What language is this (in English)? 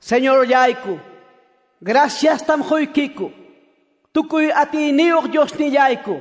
Ayacucho Quechua